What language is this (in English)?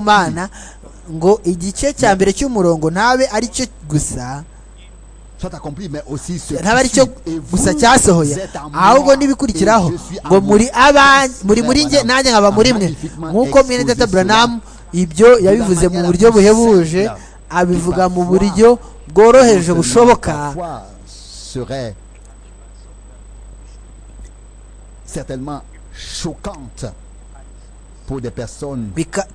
Kinyarwanda